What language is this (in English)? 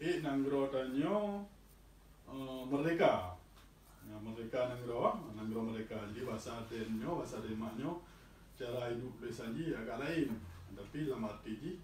Achinese